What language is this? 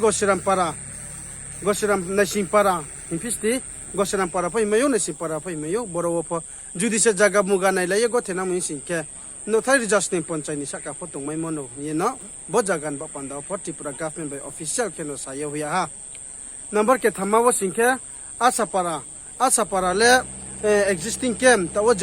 Riang (India)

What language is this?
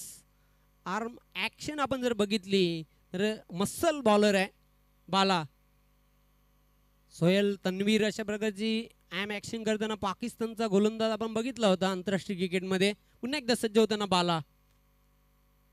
Marathi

